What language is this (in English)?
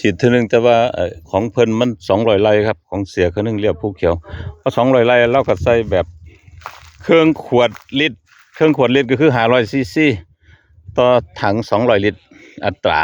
Northeastern Thai